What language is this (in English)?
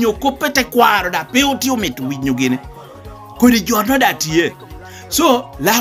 Lango (Uganda)